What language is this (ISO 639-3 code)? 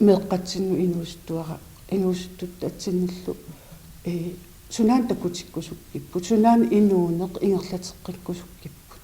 kal